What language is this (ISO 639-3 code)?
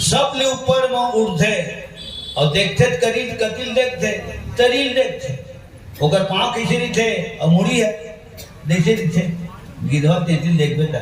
hne